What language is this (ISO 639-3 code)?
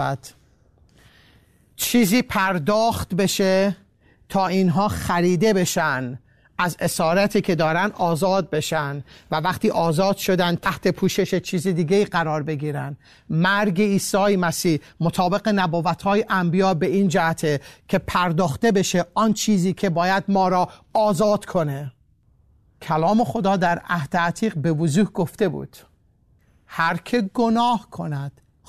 fas